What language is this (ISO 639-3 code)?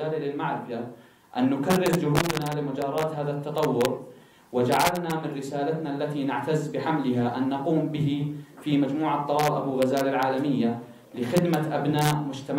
ara